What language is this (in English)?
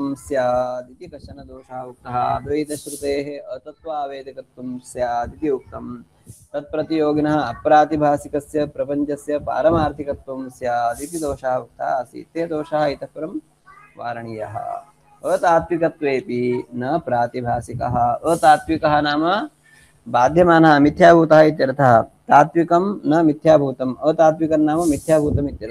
Sanskrit